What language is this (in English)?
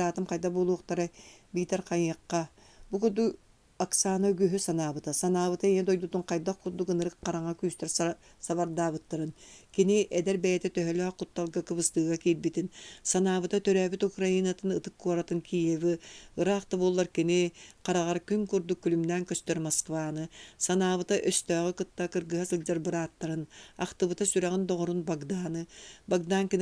Yakut